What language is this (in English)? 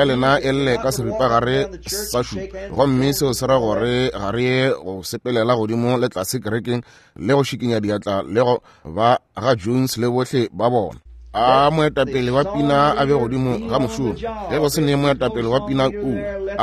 Northern Sotho